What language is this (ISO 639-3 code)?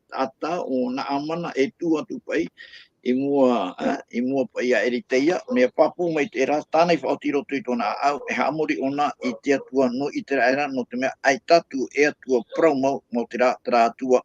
tah